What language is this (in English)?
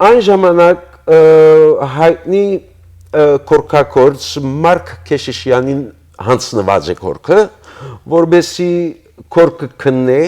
Western Armenian